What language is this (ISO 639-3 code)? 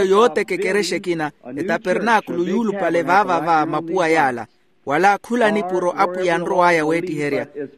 vmw